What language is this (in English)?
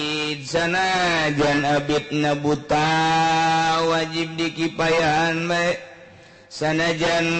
Sundanese